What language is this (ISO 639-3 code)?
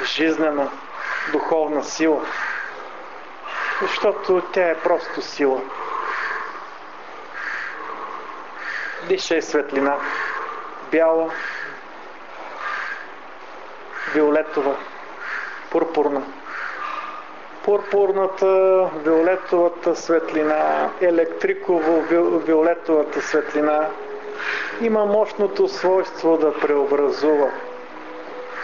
bul